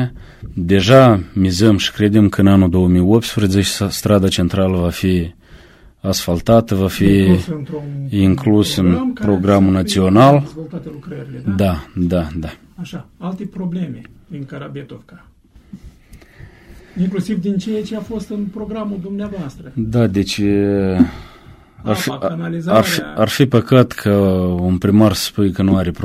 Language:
Romanian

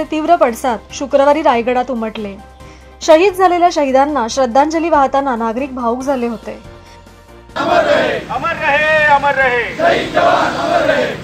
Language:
Marathi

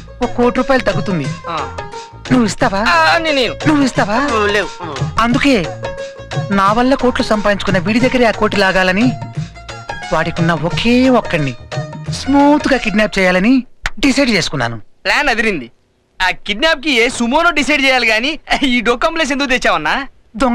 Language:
Telugu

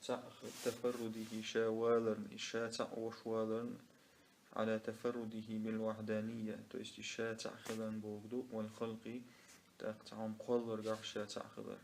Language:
Chechen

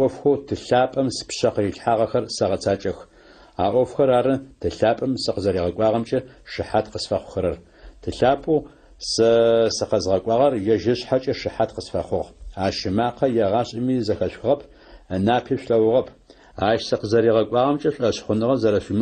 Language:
Adyghe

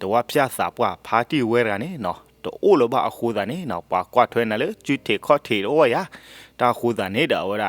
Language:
S'gaw Karen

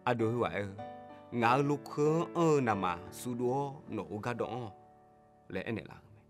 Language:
Akha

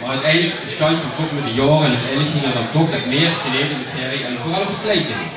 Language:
Limburgish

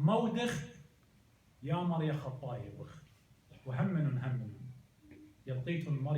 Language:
Assyrian Neo-Aramaic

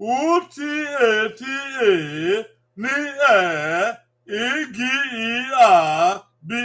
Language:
Bini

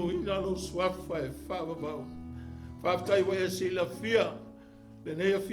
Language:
Samoan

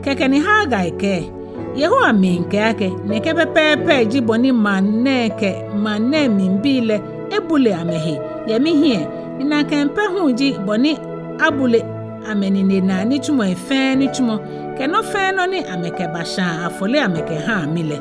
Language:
Ga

